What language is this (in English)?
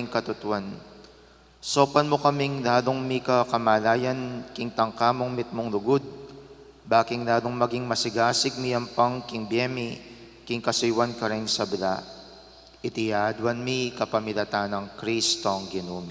Pampanga